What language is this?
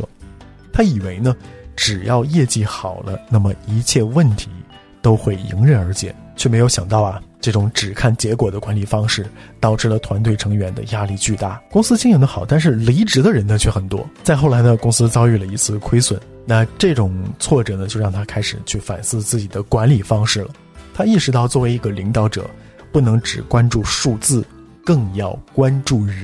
Chinese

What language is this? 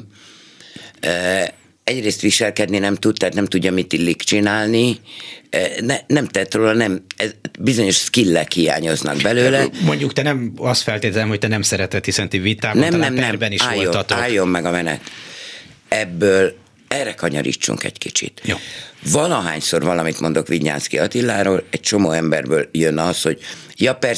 Hungarian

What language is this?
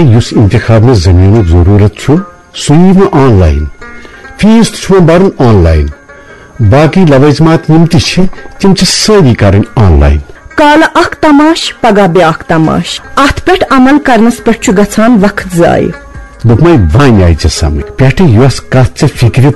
Kashmiri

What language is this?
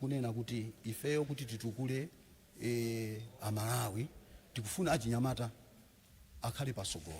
Nyanja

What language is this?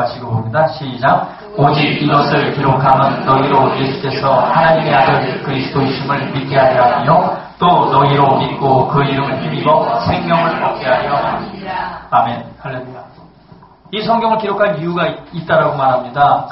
Korean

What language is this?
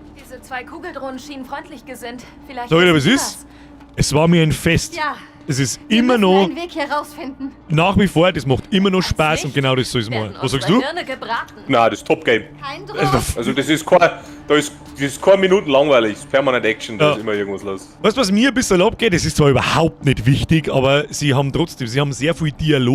Bavarian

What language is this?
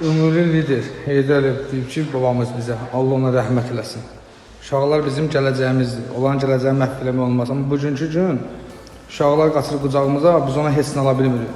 Azerbaijani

